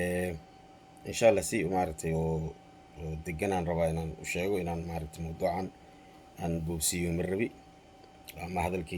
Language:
Somali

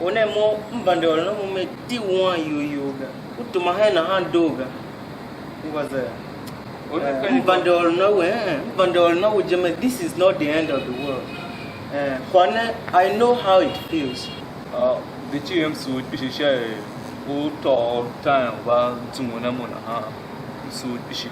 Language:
Tiv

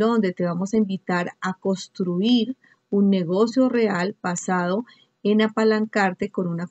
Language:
Spanish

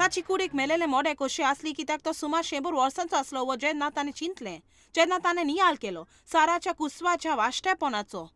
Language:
Konkani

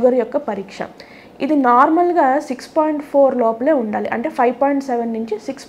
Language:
Telugu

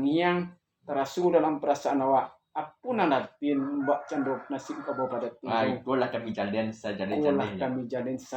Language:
Minangkabau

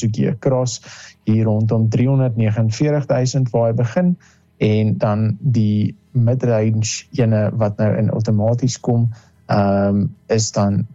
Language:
Afrikaans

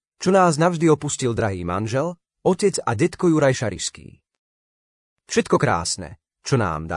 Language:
Slovak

